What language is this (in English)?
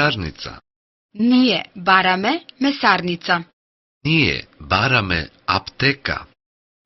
Macedonian